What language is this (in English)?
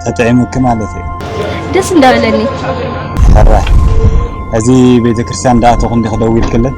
Tigrinya